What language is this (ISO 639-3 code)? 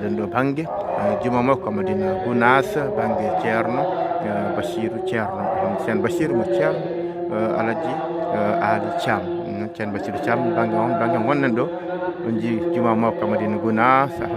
ful